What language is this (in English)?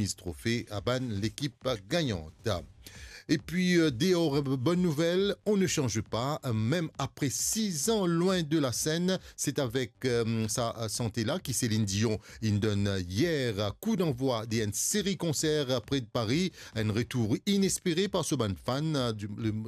Morisyen